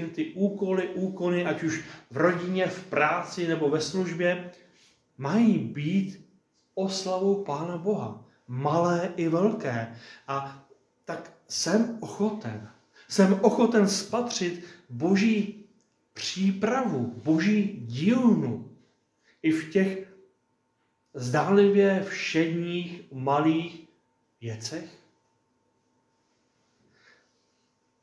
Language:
Czech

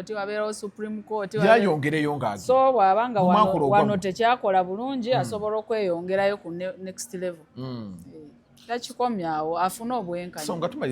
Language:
Ganda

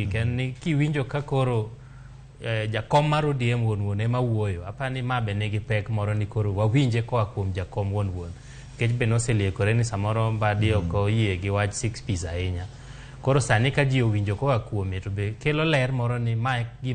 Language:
Luo (Kenya and Tanzania)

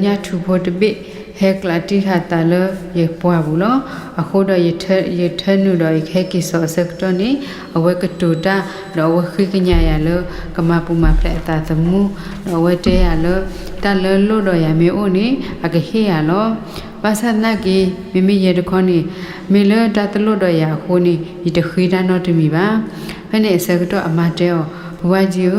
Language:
S'gaw Karen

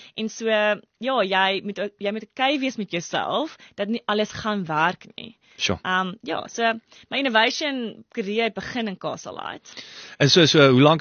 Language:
Afrikaans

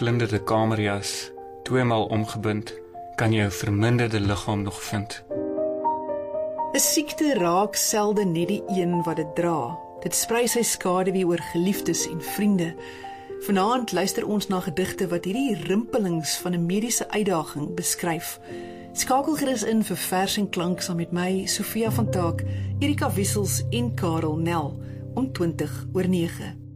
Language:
Afrikaans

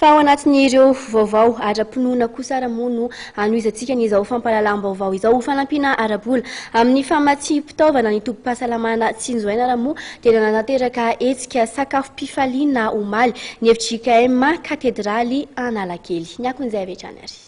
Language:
Malagasy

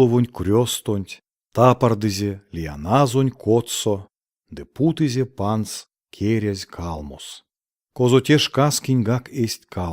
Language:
Erzya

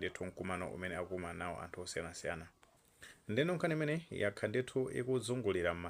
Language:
Nyanja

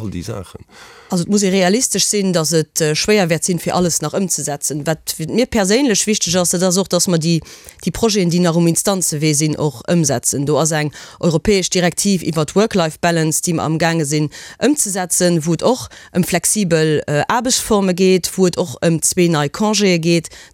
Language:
Luxembourgish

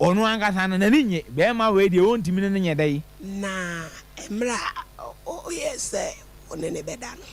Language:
Akan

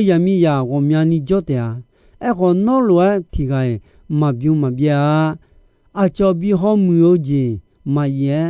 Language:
Akha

